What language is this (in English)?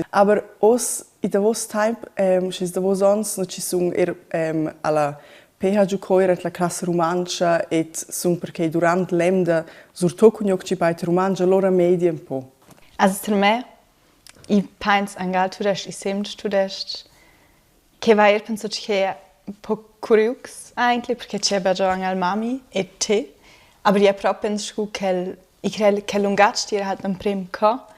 Romansh